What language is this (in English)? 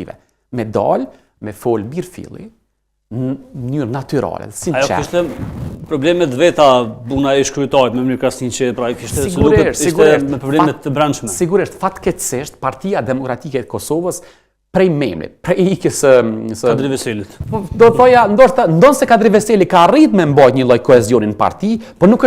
Albanian